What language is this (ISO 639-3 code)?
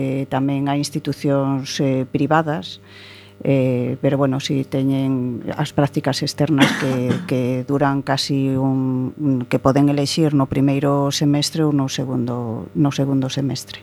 glg